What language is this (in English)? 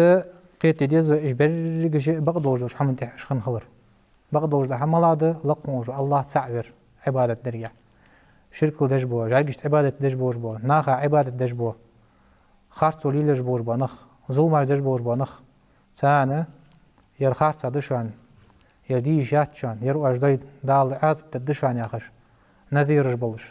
Ingush